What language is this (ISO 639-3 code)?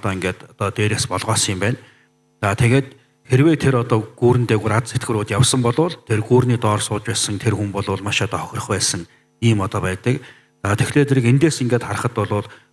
mon